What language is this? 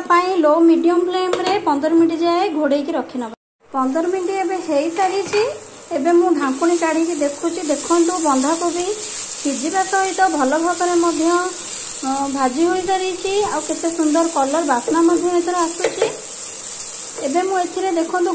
Odia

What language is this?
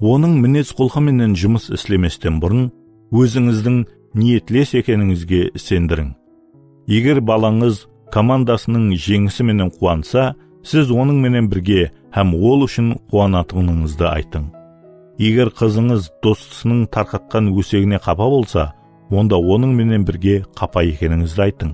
Kara-Kalpak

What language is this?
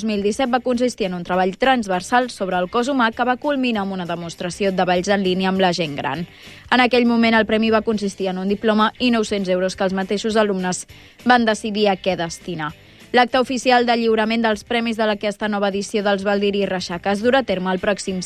Catalan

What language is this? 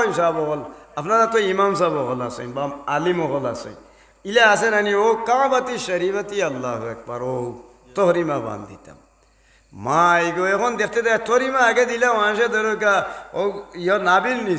Sylheti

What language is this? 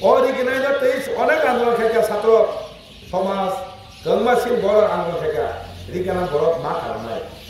Kok Borok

